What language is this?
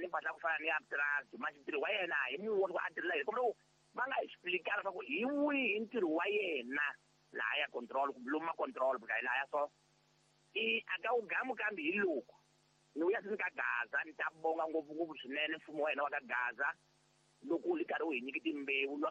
Tsonga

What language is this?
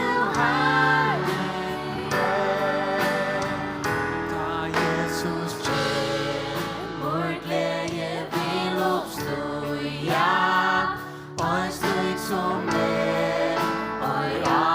Faroese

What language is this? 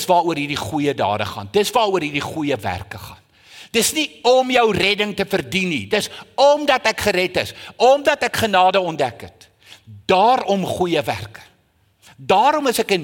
Afrikaans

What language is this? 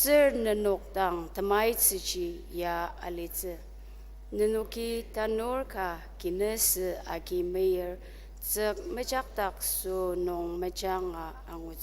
Ao Naga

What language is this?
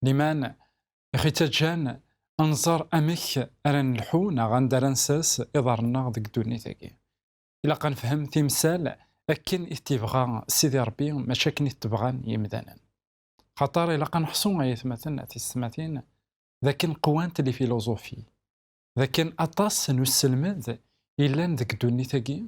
Kabyle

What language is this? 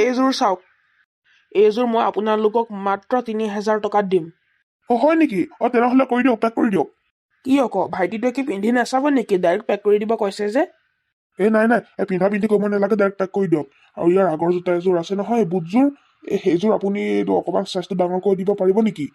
Assamese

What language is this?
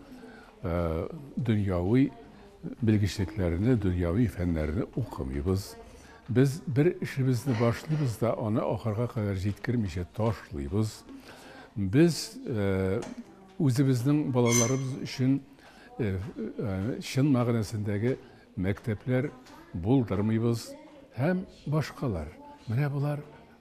Tatar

